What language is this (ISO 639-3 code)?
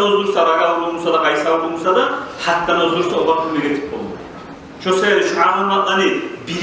kum